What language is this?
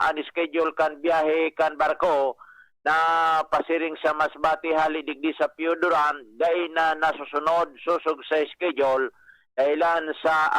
Bikol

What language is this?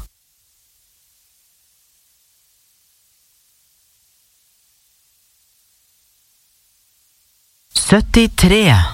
Norwegian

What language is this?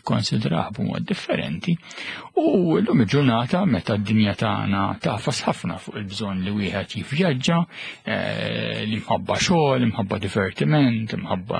Maltese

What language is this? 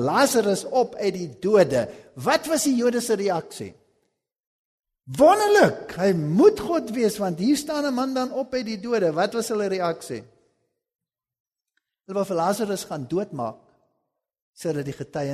Afrikaans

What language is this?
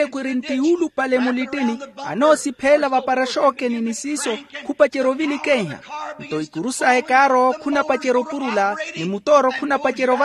Makhuwa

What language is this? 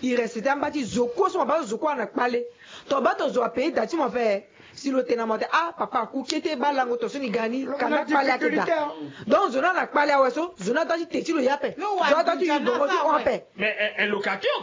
Sango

